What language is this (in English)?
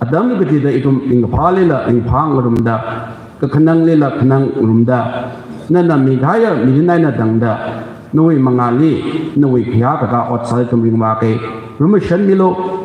Tangkhul Naga (India)